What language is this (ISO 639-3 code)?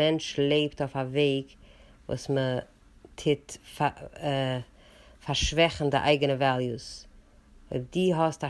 yid